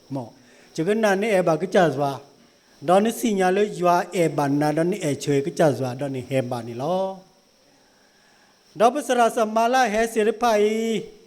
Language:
S'gaw Karen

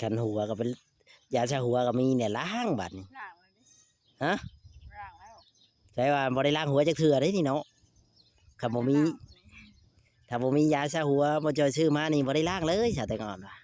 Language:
Northeastern Thai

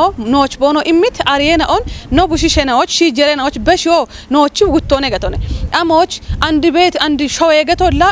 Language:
Kafa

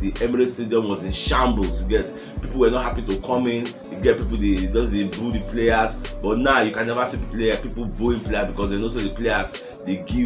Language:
Nigerian Pidgin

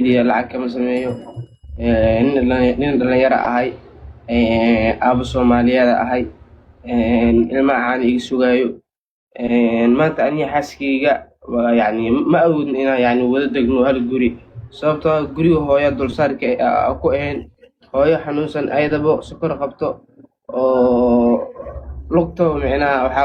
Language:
Somali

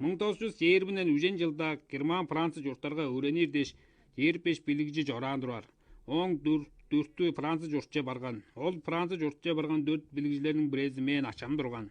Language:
Tuvinian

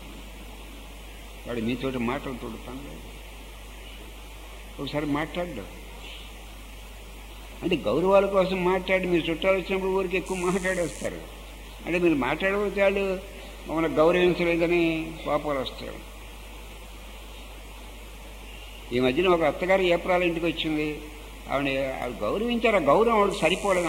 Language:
Telugu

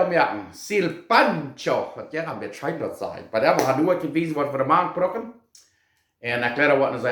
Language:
Plautdietsch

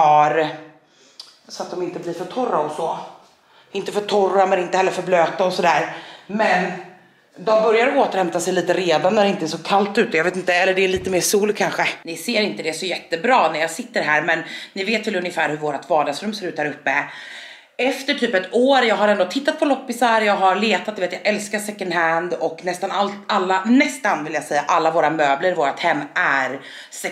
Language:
Swedish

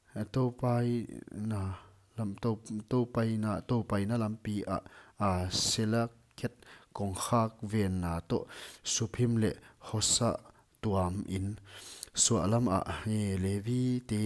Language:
Paite Chin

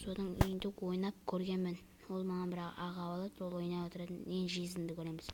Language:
Kazakh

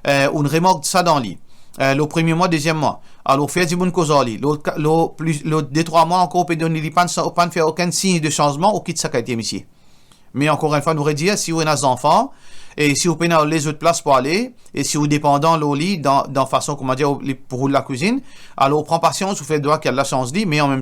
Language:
Morisyen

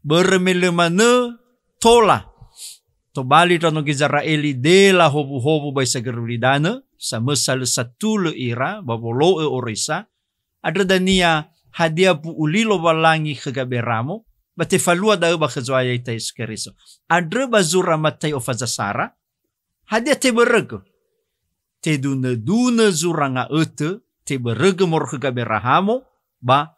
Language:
Nias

